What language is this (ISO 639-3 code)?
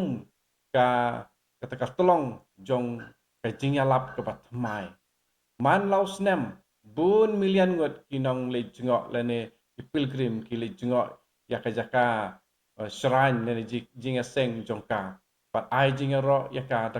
kha